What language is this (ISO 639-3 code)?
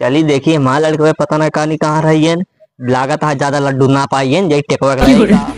awa